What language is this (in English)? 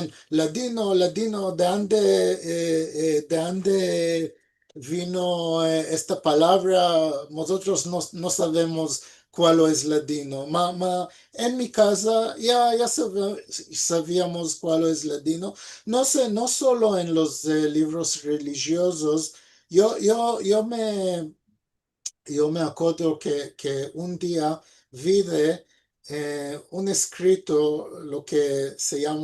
Ladino